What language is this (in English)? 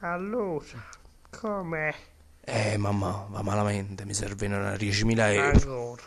Neapolitan